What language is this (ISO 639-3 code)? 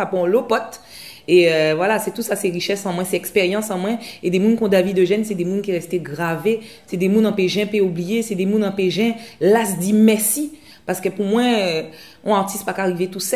gcf